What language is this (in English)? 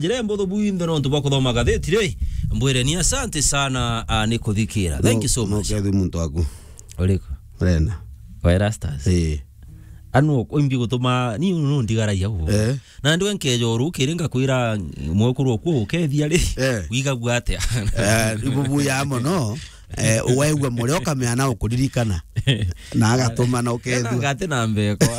Meru